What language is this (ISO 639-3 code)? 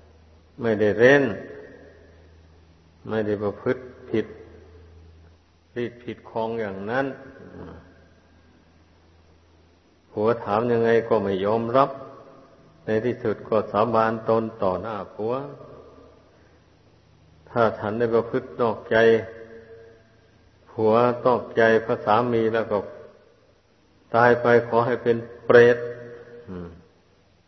tha